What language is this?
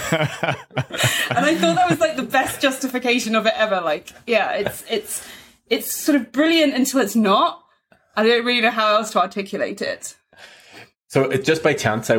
English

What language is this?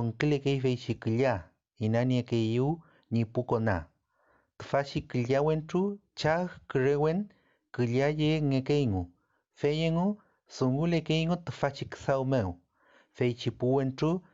Mapuche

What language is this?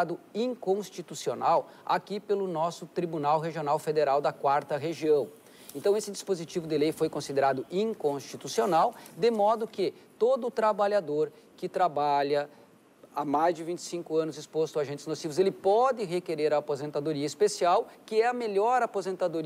Portuguese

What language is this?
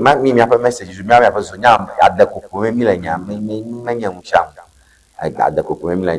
Ewe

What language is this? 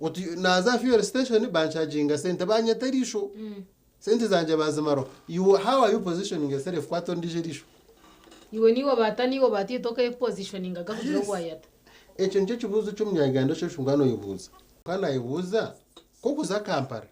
Nyankole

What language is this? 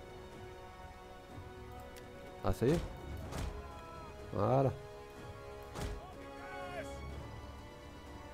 French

